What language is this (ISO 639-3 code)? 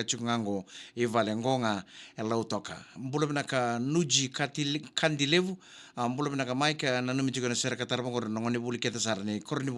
fij